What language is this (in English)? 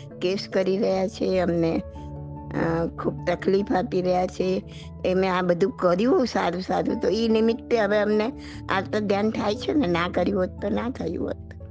Gujarati